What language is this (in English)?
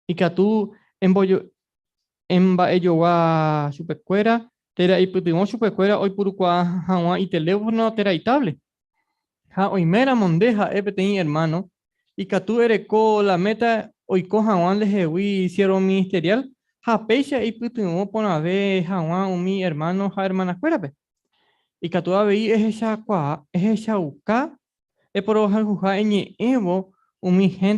Guarani